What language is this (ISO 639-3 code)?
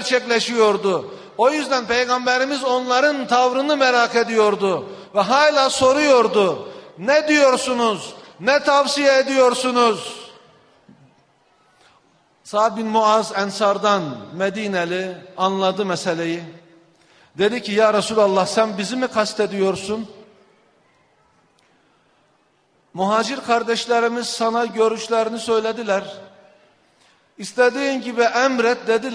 tur